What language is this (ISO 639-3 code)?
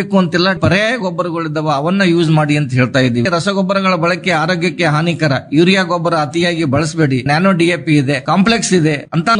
kan